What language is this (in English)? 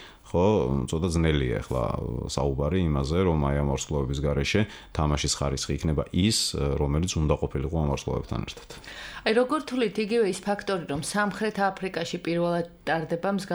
Georgian